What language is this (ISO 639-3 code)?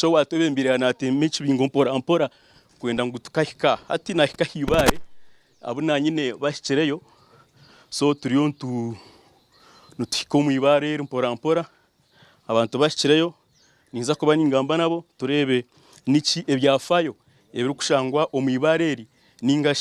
nyn